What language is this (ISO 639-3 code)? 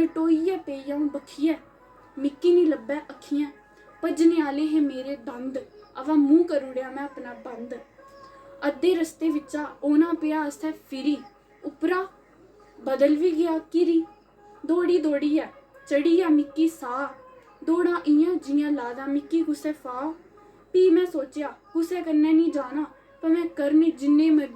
doi